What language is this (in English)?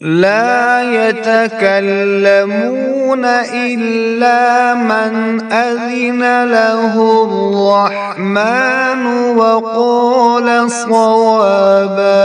Kashmiri